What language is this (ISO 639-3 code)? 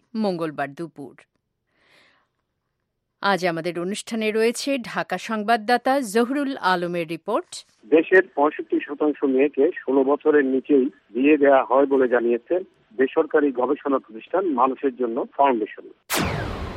ben